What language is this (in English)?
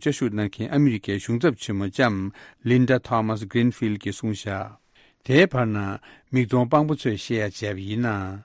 Tibetan